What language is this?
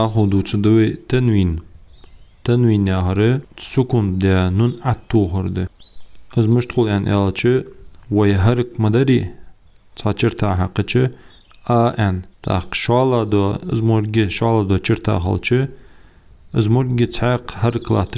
Ingush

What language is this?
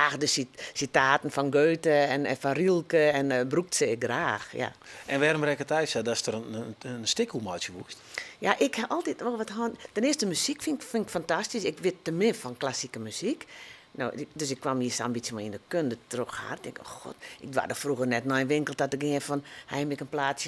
Western Frisian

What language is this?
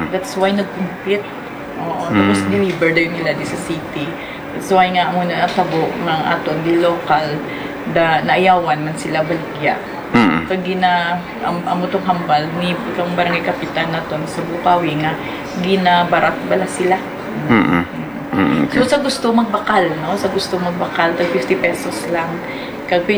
Hiligaynon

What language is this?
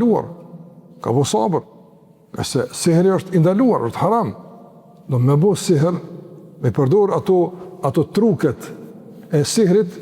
Albanian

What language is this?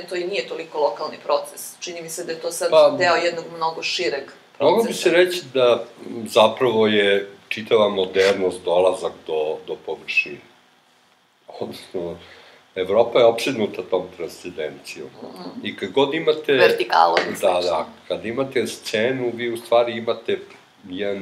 Serbian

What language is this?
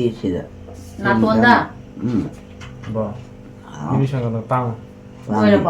Manipuri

